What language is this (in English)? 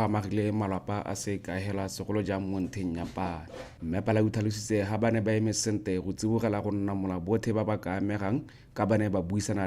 Tswana